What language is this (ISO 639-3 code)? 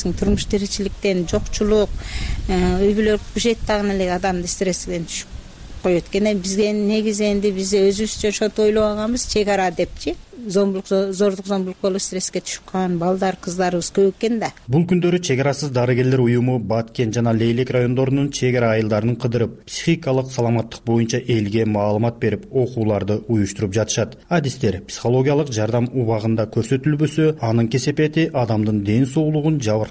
kir